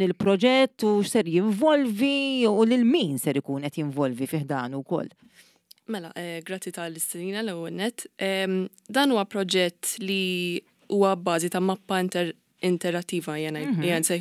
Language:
Maltese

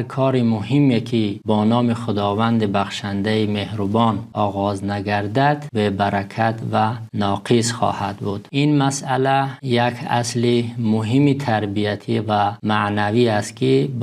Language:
Tajik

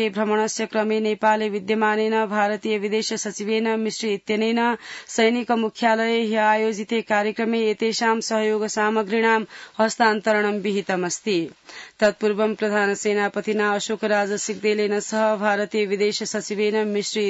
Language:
Sanskrit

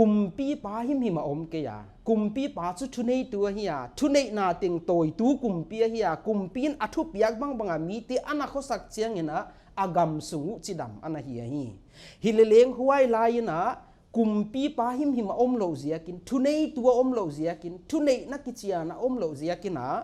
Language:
Paite Chin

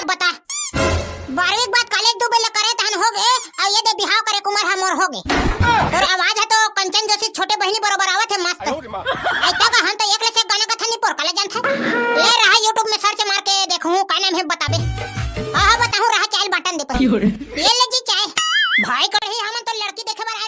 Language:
Chhattisgarhi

